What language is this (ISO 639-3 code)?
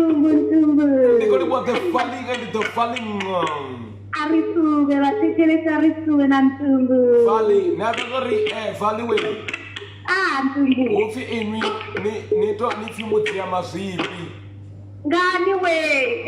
ven